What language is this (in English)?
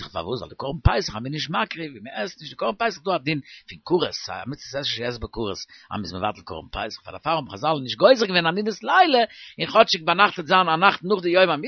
Yiddish